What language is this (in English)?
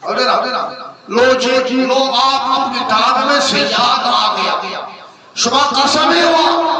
Eastern Balochi